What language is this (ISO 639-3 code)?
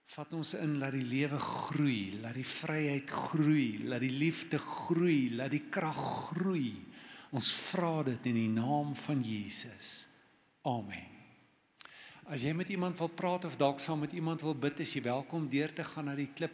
afr